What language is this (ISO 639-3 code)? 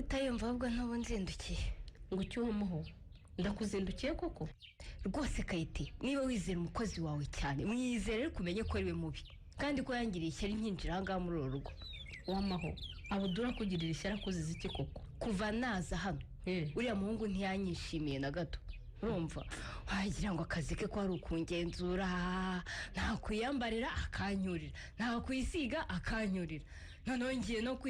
kin